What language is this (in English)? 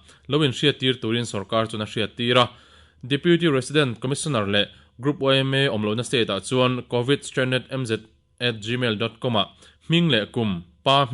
Mizo